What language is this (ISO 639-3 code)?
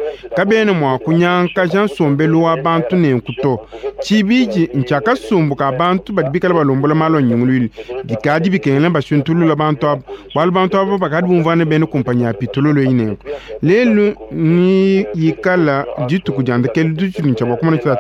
lua